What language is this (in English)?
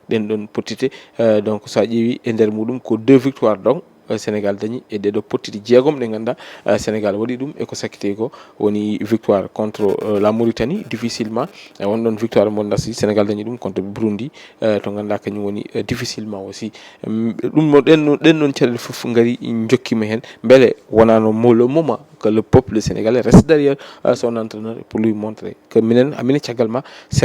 Fula